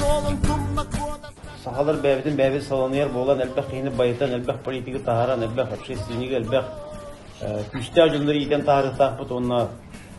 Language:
Yakut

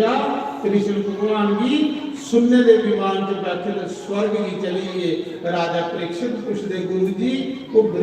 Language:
Dogri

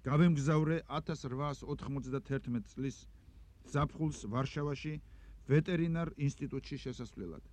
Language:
Georgian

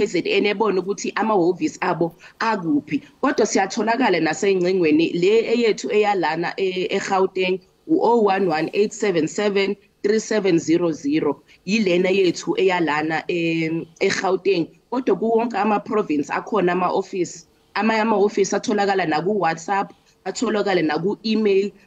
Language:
Zulu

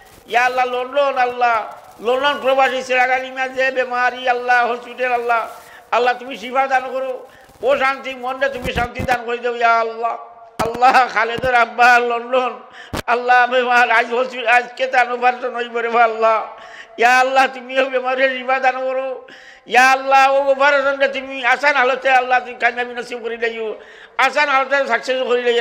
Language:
Sylheti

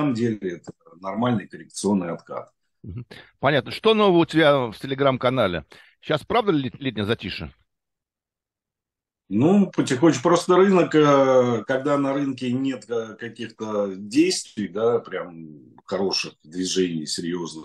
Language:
Russian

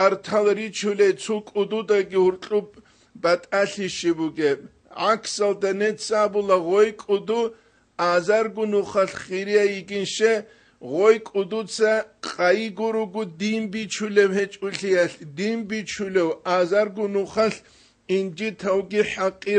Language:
Avaric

